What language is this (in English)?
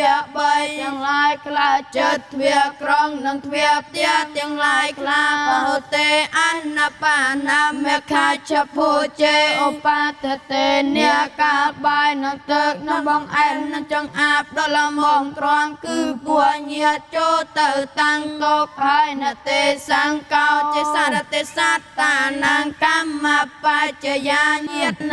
Khmer